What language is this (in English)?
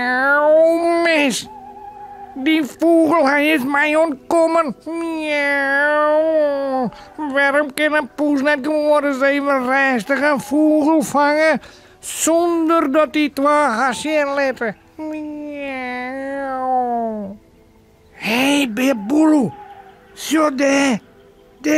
Western Frisian